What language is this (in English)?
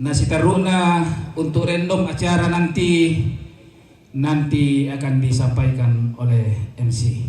Toraja-Sa'dan